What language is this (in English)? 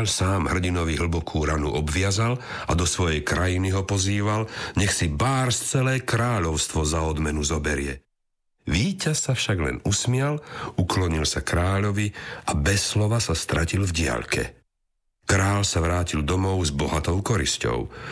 Slovak